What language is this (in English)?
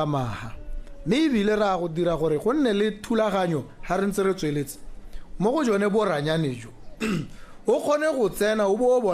Tswana